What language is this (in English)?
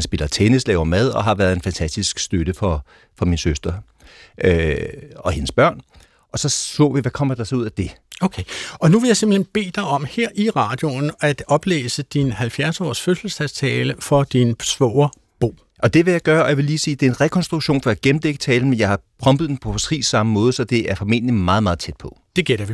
Danish